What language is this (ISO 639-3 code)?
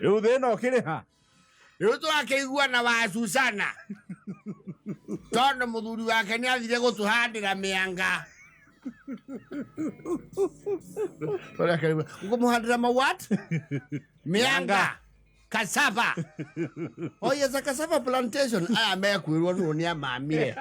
kik